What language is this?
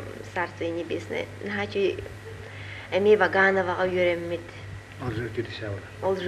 Yakut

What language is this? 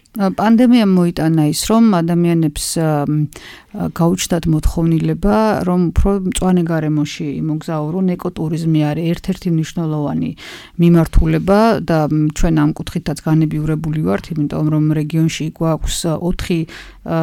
Georgian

